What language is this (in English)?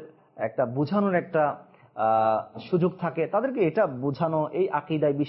Bangla